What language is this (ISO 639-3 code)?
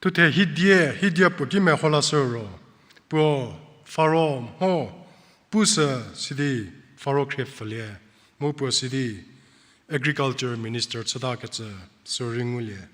njm